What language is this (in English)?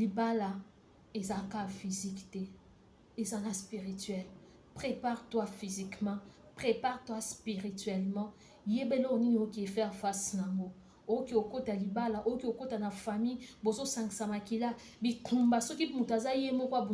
Lingala